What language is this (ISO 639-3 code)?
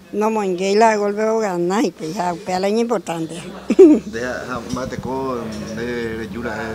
grn